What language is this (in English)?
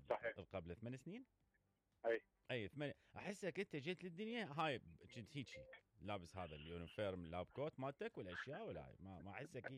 Mesopotamian Arabic